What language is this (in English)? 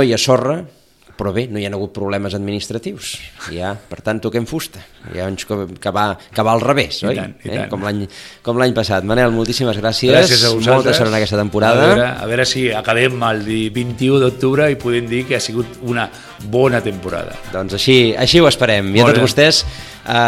Catalan